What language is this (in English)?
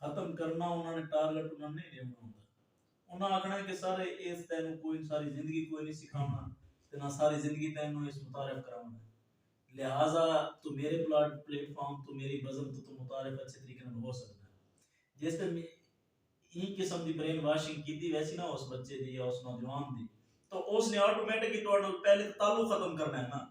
Saraiki